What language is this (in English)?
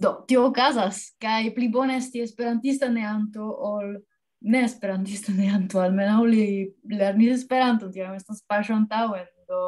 Esperanto